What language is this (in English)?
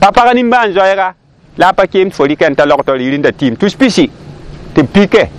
Mossi